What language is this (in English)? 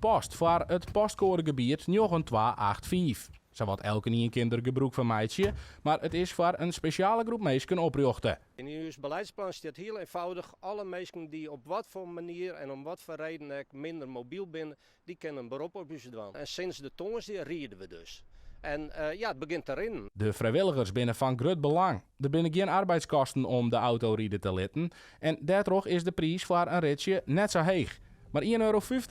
Western Frisian